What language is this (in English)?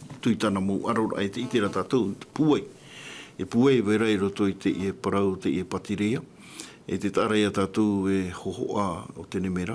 Tahitian